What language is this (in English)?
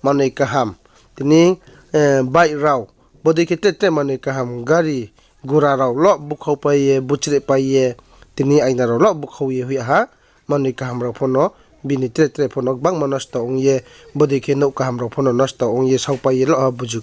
Riang (India)